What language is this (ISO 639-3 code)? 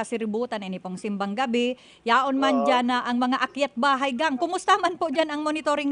bik